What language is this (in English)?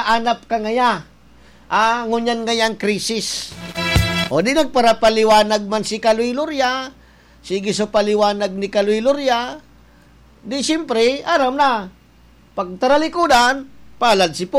Bikol